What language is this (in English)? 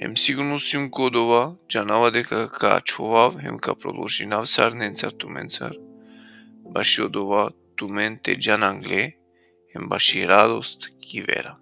Balkan Romani